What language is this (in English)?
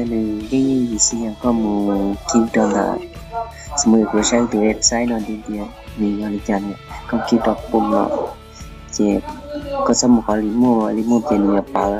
Hmong